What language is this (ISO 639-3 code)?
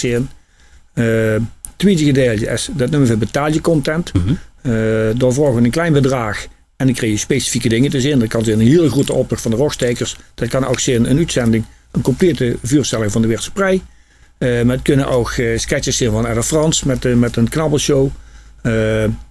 lim